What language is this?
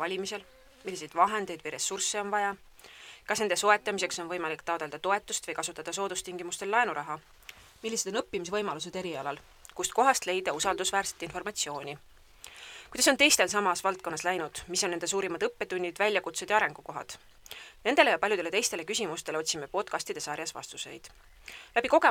Estonian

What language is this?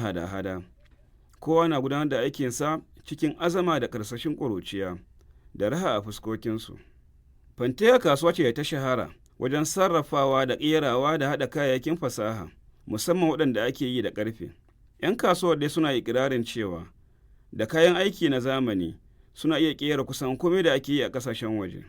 Hausa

